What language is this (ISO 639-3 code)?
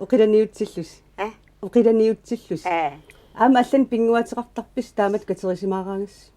kal